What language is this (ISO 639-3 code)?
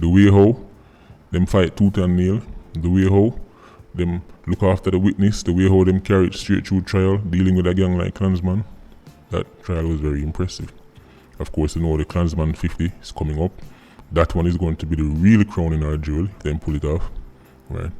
jam